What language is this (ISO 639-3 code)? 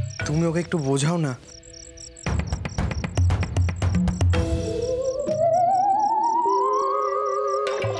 ben